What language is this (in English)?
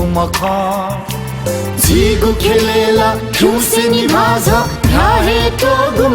Newari